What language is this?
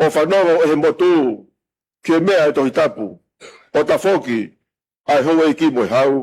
Tongan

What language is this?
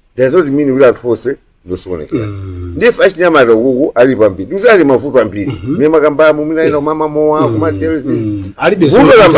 Nyanja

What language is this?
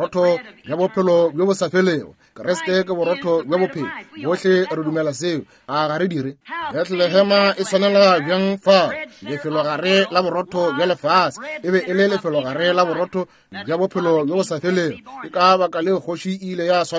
Northern Sotho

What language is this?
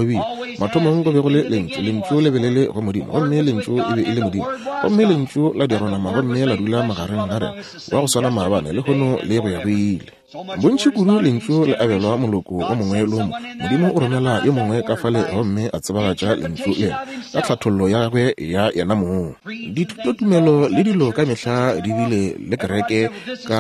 Northern Sotho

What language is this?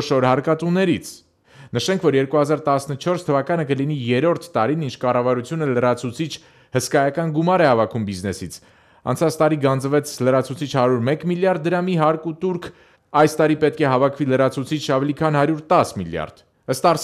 Armenian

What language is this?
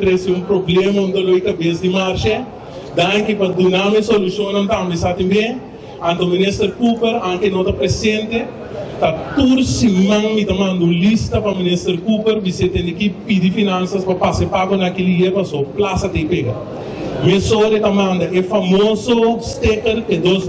Papiamento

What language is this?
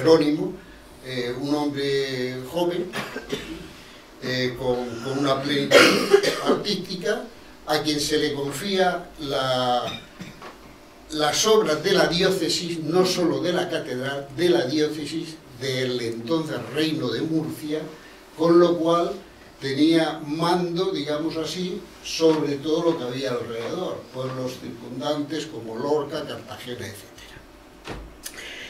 Spanish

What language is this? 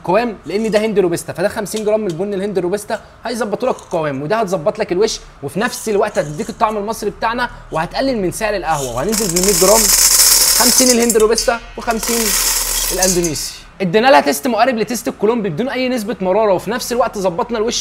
Egyptian Arabic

